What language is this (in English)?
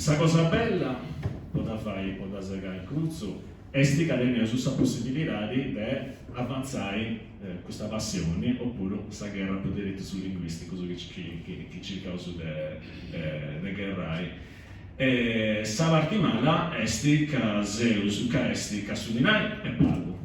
Sardinian